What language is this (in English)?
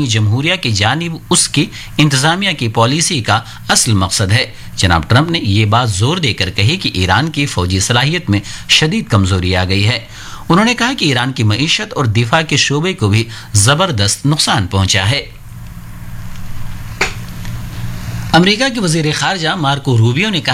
Urdu